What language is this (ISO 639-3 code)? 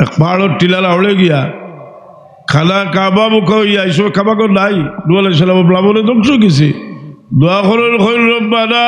syl